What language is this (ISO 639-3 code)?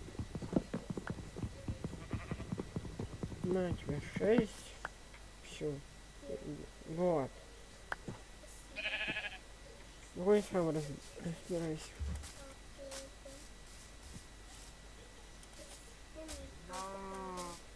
rus